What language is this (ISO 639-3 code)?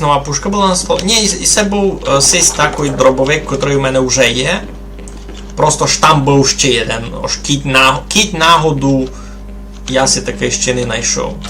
rue